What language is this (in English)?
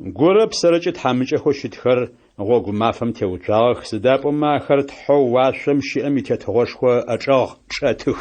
Adyghe